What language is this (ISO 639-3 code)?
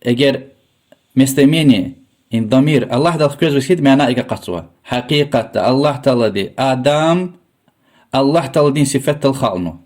lez